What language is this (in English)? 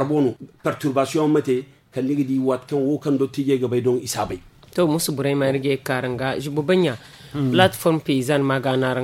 Zarma